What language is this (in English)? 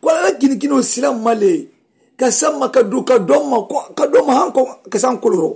Mandingo